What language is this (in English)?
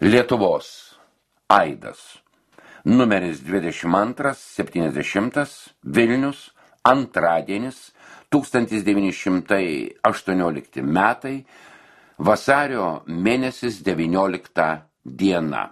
Lithuanian